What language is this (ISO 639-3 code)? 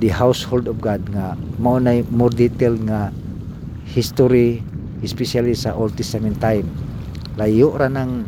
ceb